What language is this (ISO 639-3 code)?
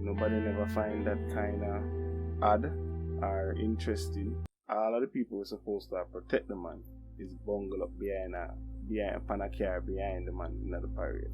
jam